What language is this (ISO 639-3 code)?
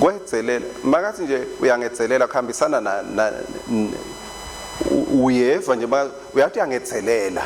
ssw